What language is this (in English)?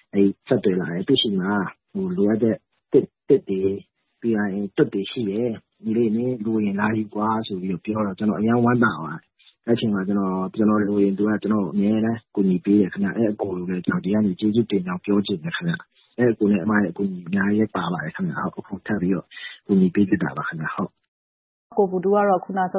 Burmese